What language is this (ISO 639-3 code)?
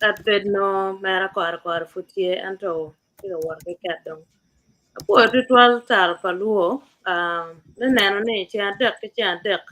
ach